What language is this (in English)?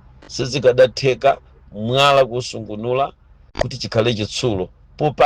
Nyanja